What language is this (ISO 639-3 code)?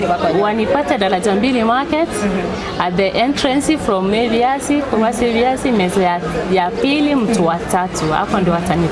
guz